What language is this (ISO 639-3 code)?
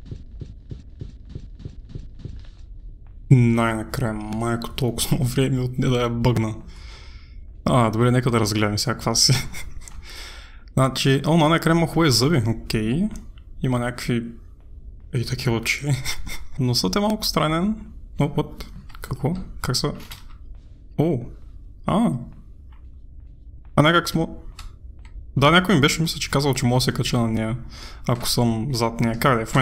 bul